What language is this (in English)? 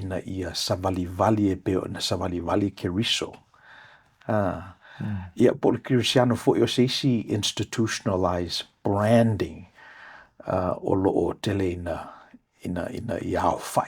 Samoan